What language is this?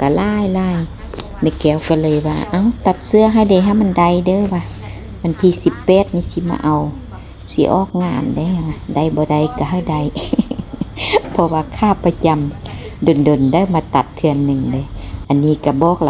Lao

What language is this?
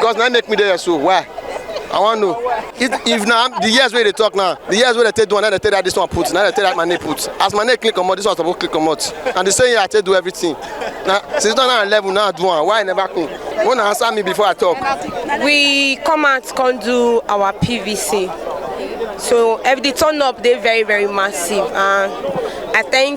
Nigerian Pidgin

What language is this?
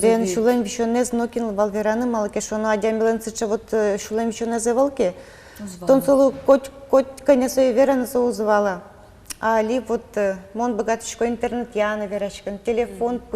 Udmurt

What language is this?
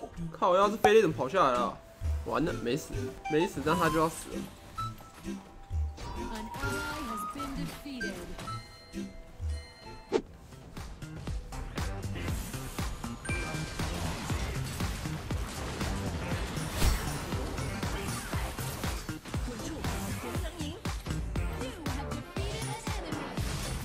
Chinese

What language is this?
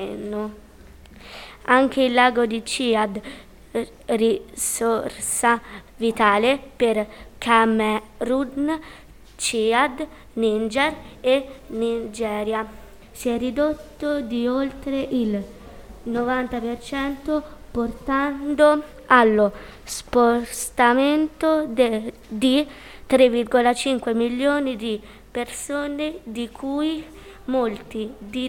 Italian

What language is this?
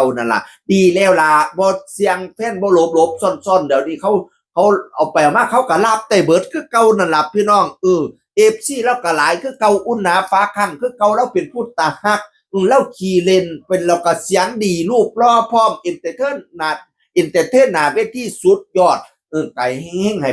Northeastern Thai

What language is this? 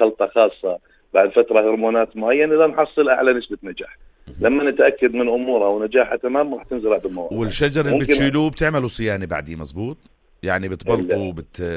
North Levantine Arabic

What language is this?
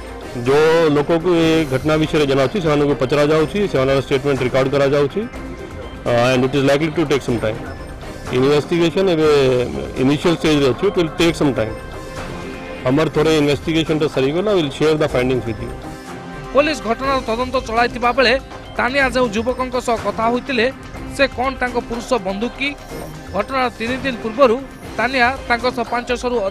Odia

